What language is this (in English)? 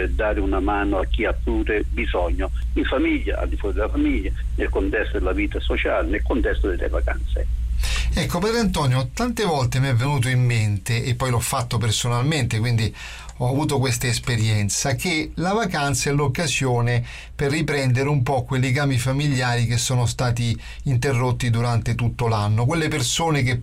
Italian